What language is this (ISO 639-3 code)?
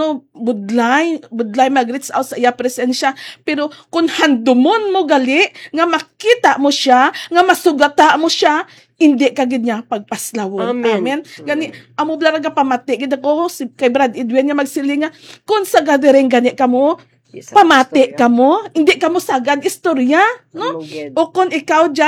hil